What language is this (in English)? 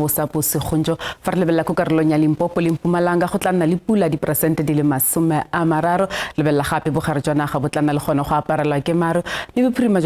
Tswana